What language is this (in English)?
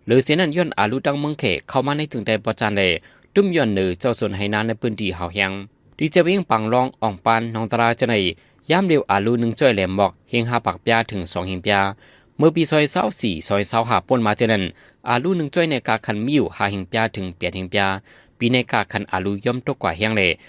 Shan